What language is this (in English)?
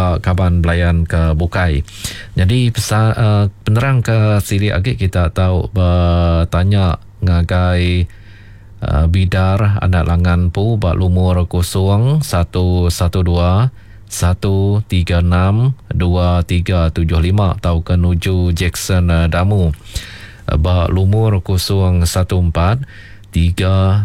Iban